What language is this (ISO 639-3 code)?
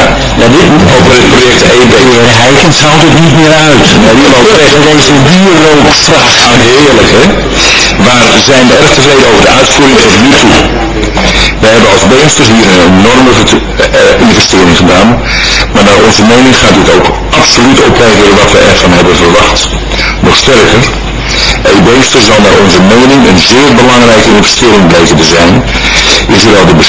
nld